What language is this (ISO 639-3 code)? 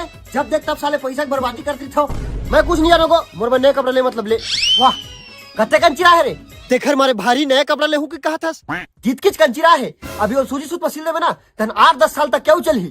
hne